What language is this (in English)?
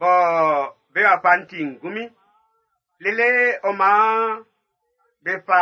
Baoulé